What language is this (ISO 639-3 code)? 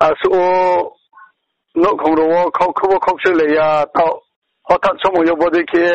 ria